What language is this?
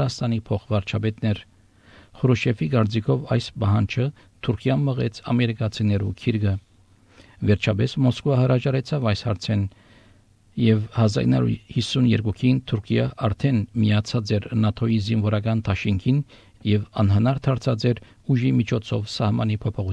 Armenian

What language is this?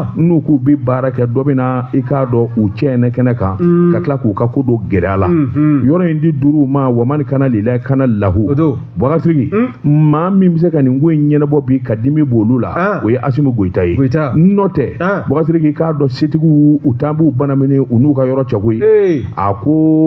Bambara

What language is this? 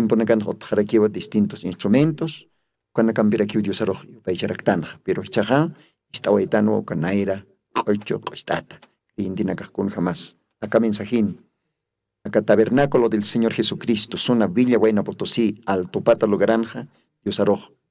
Aymara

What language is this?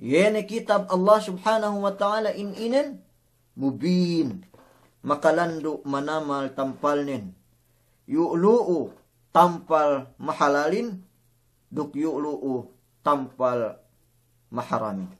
Yakan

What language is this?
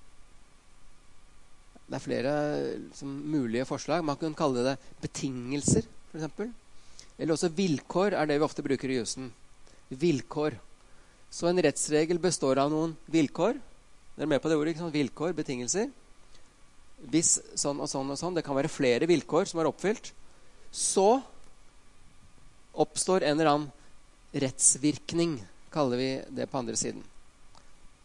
Norwegian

